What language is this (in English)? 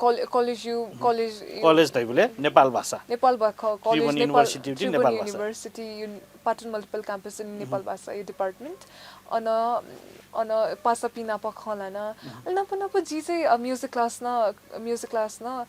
Newari